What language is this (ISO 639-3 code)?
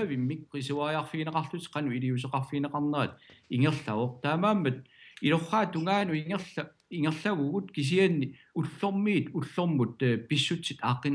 kal